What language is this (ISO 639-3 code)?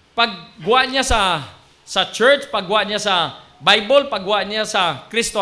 hil